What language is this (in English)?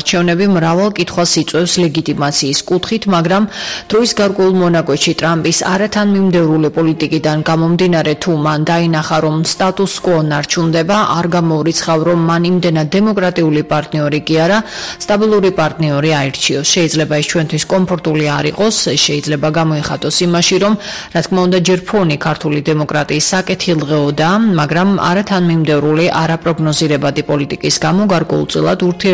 Georgian